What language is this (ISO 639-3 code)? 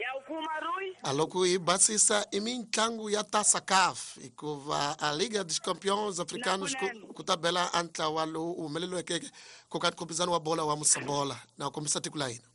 tso